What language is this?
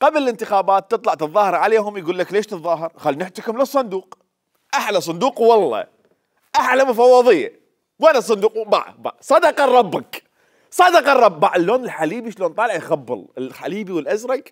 Mesopotamian Arabic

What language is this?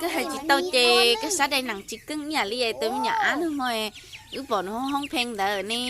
Hmong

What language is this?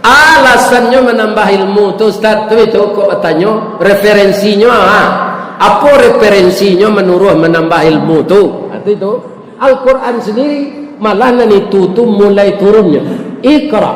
Minangkabau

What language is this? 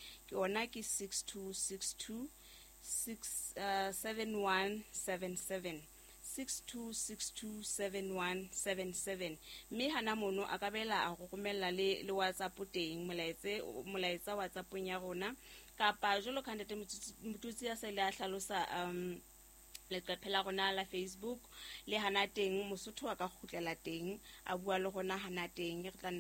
Southern Sotho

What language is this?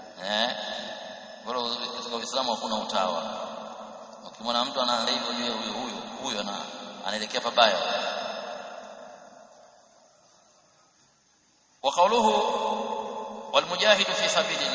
Swahili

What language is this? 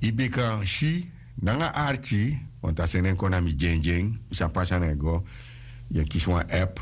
Sranan Tongo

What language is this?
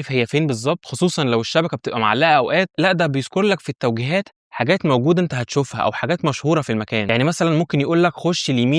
Egyptian Arabic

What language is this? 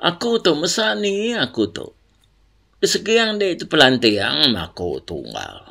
Iban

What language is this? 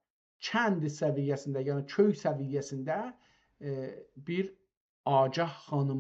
South Azerbaijani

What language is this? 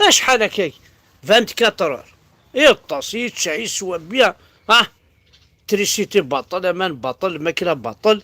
Kabyle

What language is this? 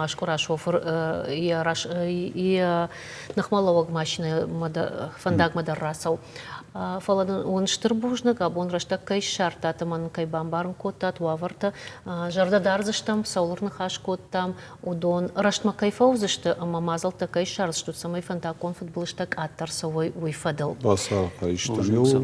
Ossetic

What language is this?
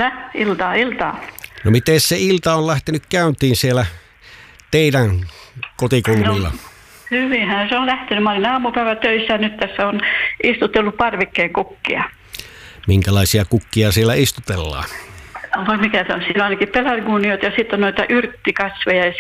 Finnish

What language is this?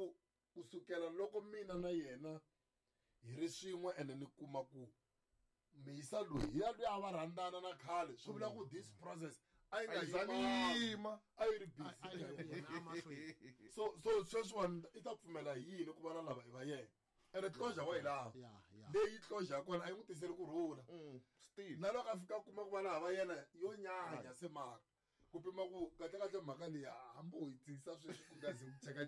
Tsonga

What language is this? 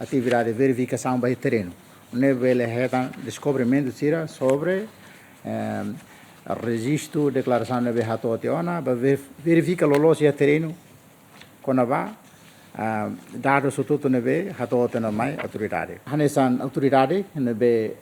Tetum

